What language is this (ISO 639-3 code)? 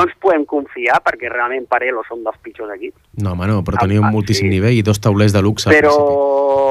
cat